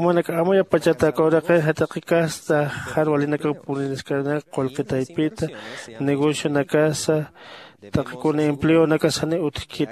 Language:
Aymara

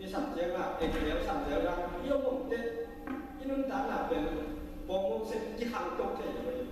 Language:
Tedim Chin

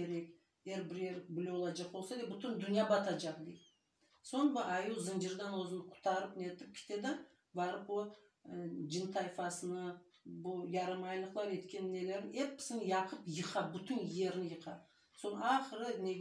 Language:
Crimean Tatar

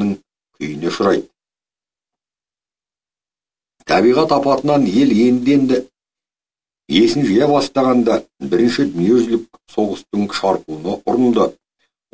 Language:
Kazakh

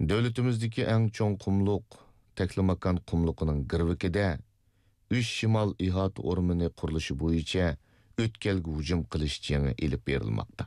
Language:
Uyghur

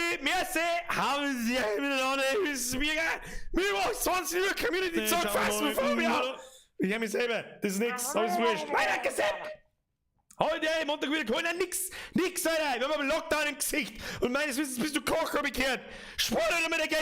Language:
Bavarian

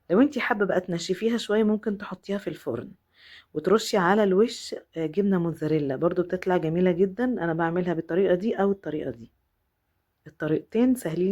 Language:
Egyptian Arabic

